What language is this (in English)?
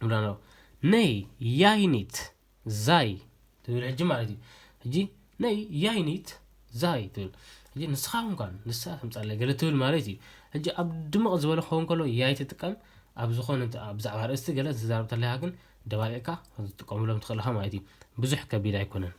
Tigrinya